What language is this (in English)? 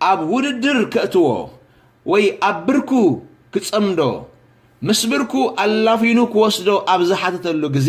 Tigrinya